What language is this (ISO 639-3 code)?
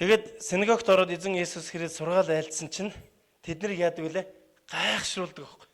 mon